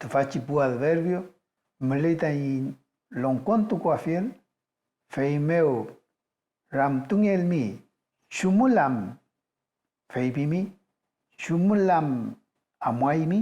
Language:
Mapuche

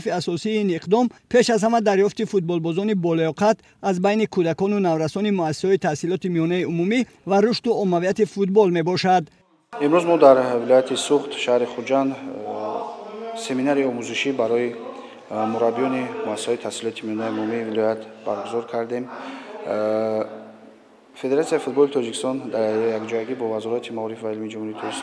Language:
Tajik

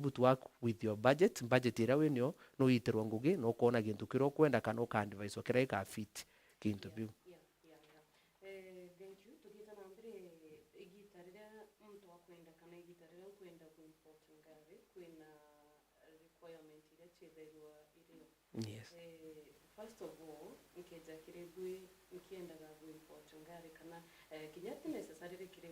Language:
Meru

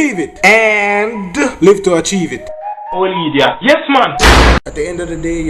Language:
Jamaican Creole English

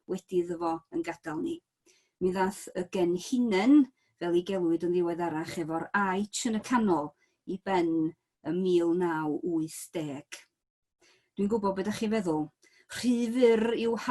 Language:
Welsh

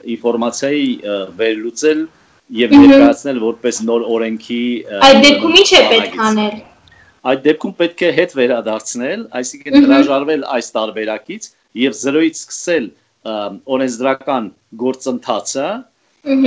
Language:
Armenian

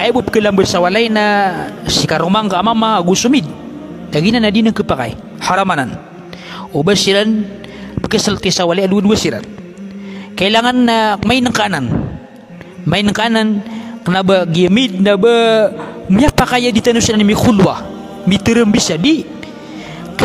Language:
Maranao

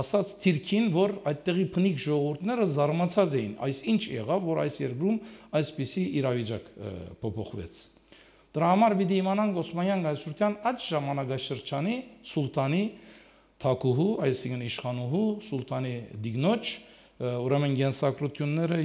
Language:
Armenian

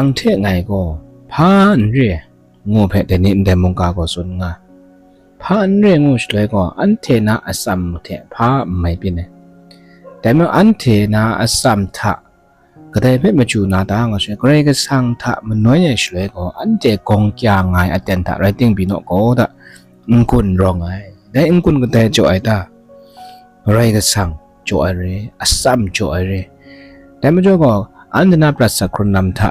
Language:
Kachin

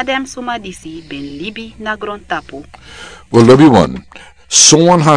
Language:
Sranan Tongo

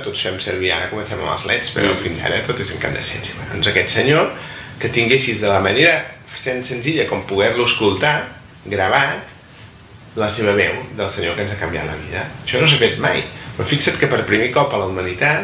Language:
Catalan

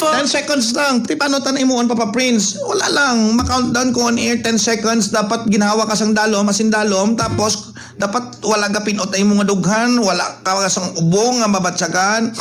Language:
Hiligaynon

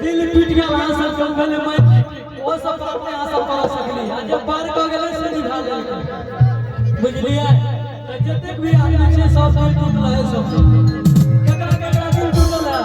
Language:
Maithili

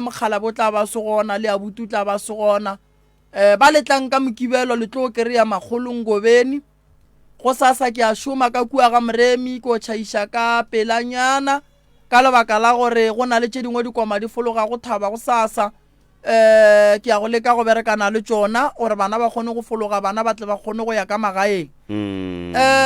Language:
Northern Sotho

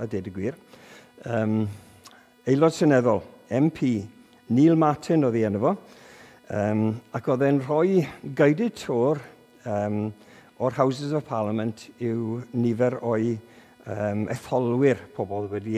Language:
Welsh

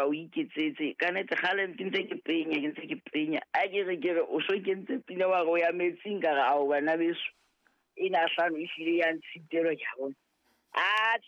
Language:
Southern Sotho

